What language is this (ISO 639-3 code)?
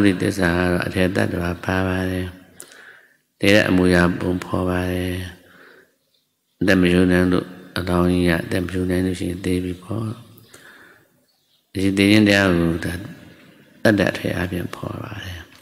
mya